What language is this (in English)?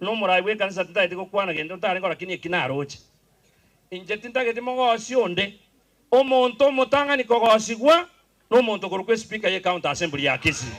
Gusii